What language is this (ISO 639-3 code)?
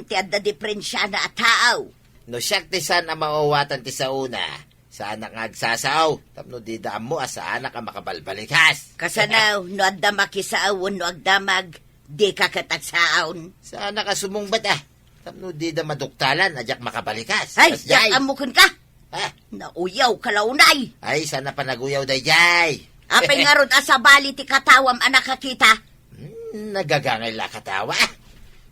ilo